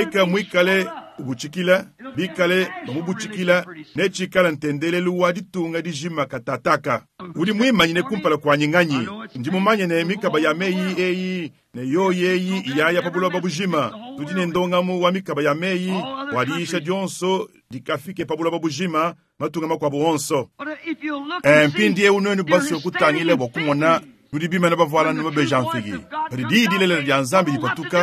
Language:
Luba-Lulua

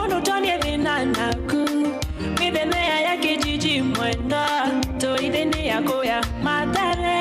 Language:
Kamba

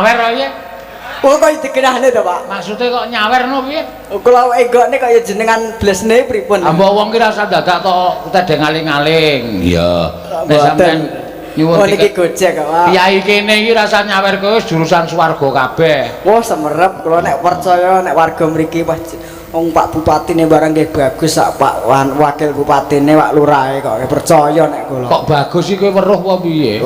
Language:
Javanese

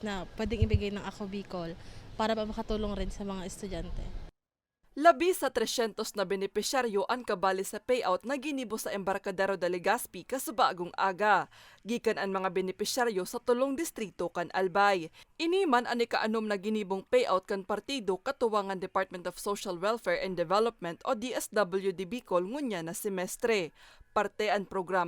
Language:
Bikol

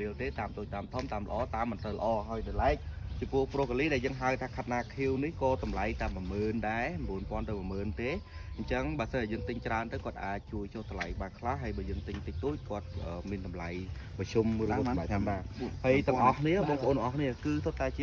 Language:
Khmer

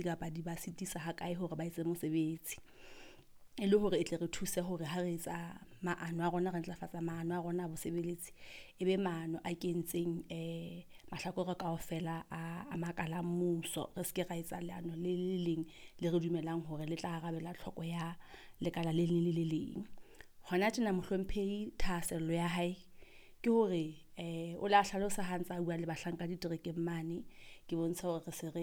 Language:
Southern Sotho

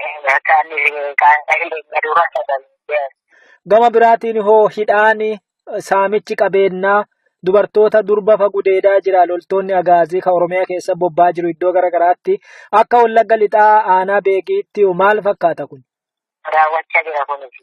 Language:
Oromo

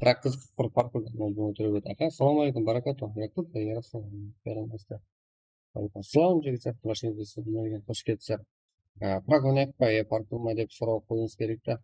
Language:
Kara-Kalpak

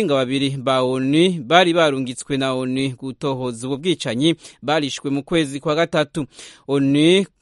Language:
Kinyarwanda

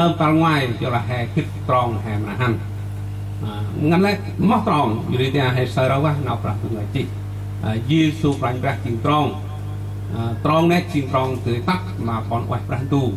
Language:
Central Mnong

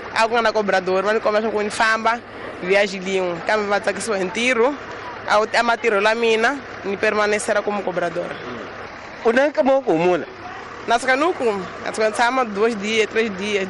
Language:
Tsonga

